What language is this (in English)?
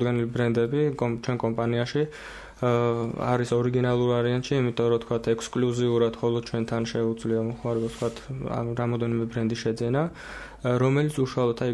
Georgian